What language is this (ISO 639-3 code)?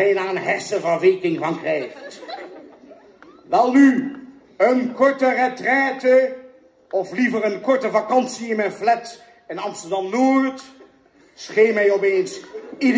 nld